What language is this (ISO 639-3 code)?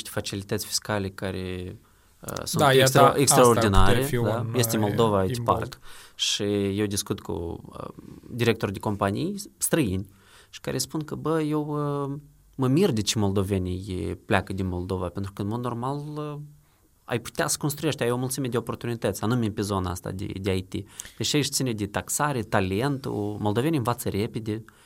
ron